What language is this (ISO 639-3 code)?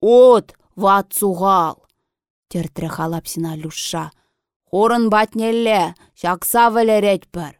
chv